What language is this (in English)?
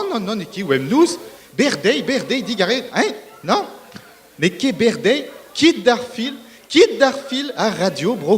Breton